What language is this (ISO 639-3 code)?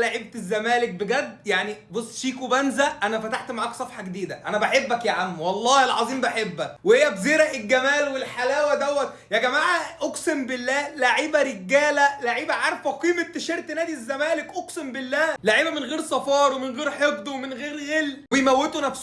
arz